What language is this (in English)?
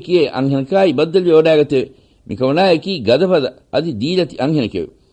Divehi